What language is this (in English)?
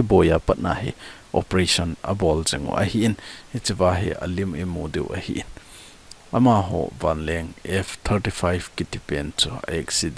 Thado Chin